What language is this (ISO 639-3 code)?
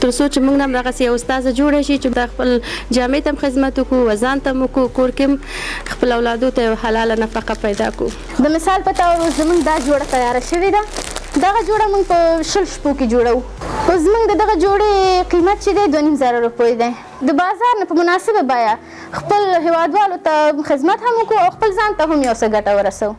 pus